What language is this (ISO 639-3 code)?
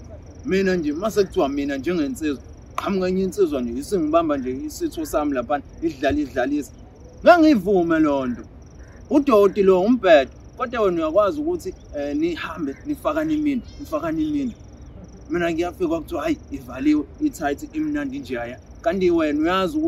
zul